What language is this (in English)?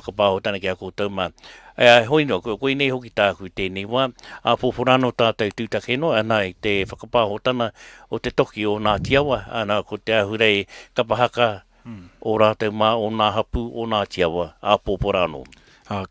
Māori